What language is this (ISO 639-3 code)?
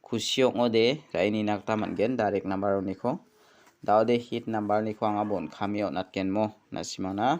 grt